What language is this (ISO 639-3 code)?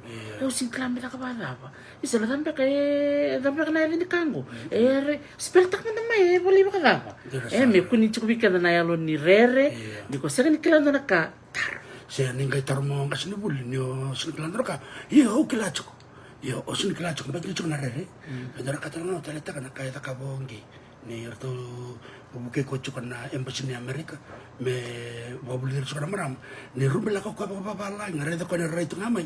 fij